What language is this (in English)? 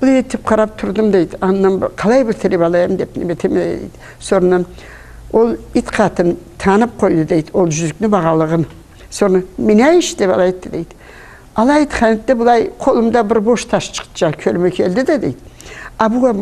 Karachay-Balkar